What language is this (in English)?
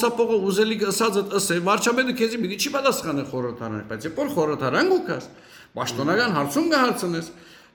Western Armenian